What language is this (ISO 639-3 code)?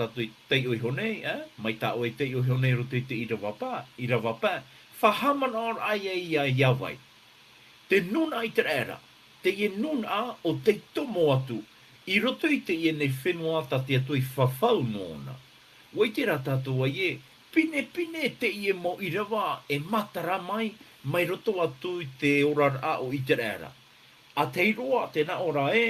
tah